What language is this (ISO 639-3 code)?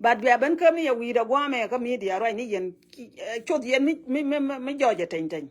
nus